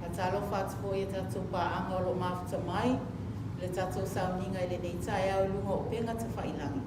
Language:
Samoan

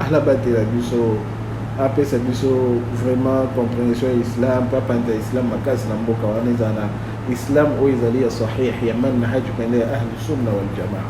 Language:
Lingala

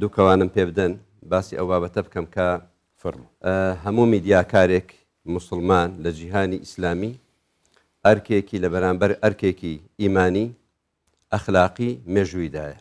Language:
Central Kurdish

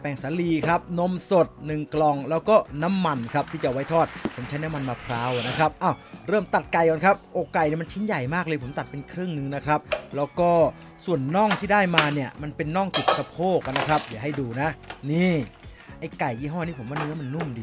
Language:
Thai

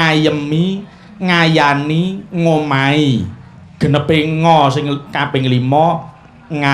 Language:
Javanese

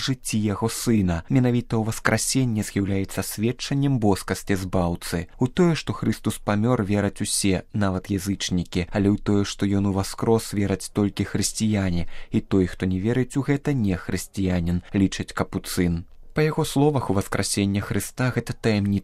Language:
Belarusian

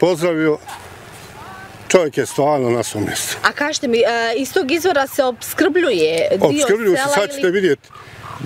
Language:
Bosnian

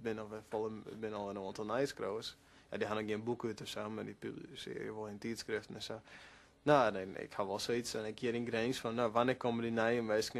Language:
Western Frisian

